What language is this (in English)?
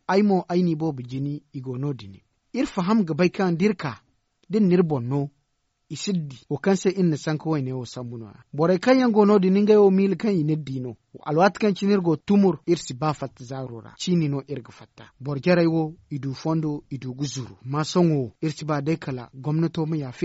Zarma